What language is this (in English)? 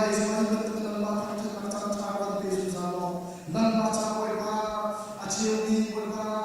Hakha Chin